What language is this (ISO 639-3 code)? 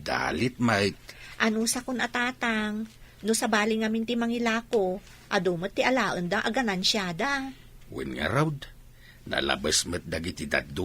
ilo